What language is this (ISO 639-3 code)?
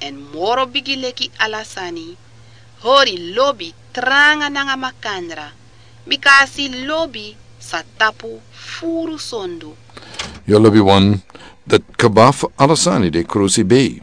srn